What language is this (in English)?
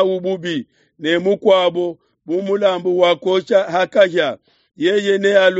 Luba-Lulua